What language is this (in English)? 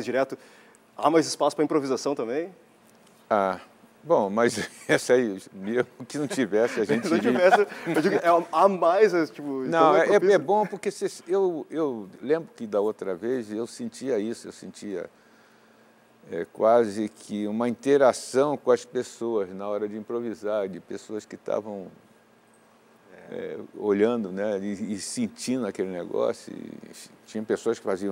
Portuguese